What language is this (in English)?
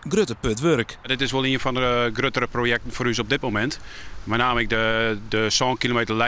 Western Frisian